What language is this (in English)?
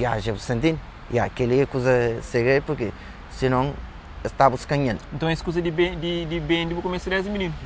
Kabuverdianu